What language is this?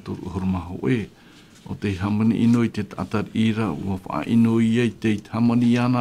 Tahitian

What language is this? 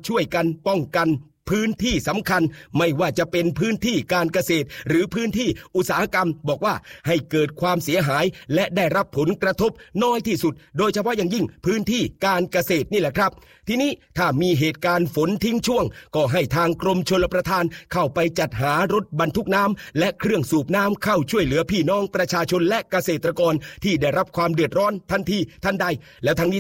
Thai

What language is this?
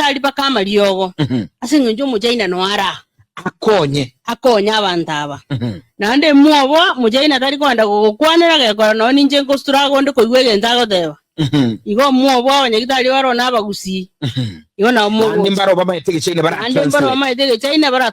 Gusii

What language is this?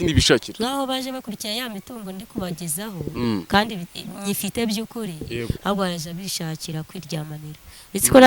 Kinyarwanda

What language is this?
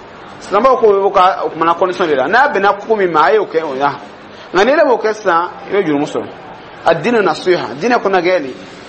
Dyula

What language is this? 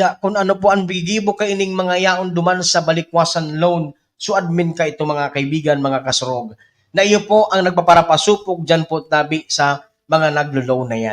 Bikol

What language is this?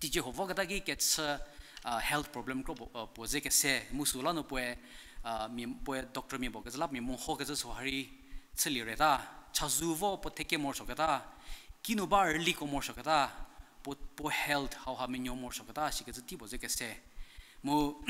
Angami Naga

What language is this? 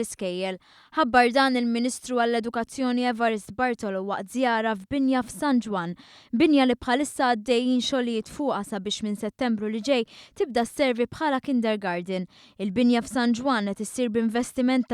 Maltese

